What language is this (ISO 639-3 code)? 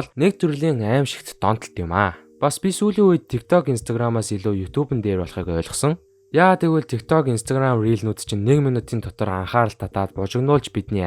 mon